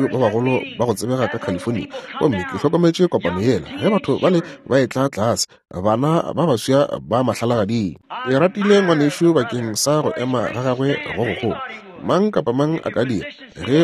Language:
Northern Sotho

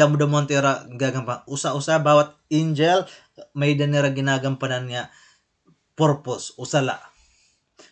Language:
Waray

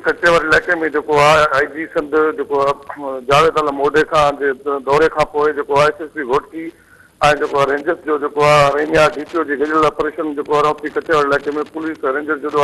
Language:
Sindhi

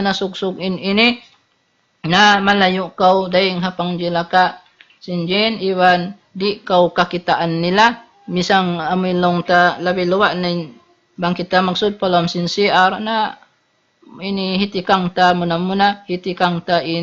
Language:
Tausug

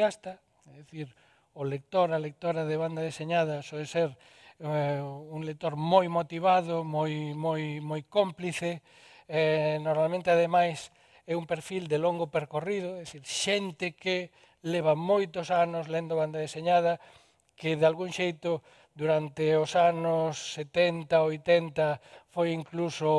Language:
Galician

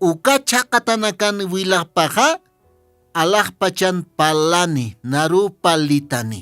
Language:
Aymara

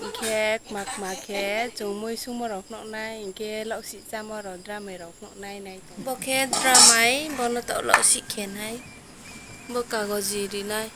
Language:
Riang (India)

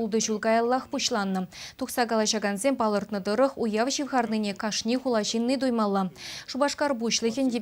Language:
Chuvash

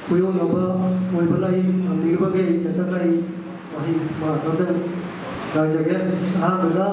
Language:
Manipuri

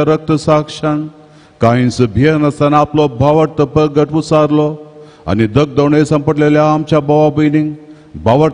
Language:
Konkani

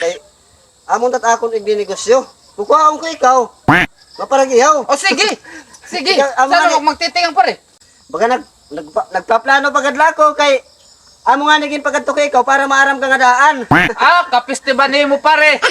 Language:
Waray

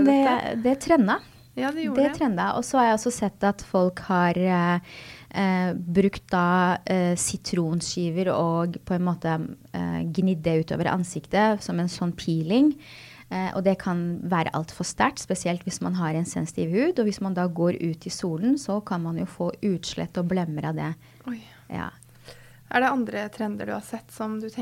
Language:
Norwegian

